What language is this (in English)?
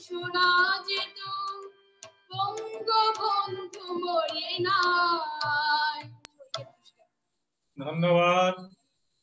Bangla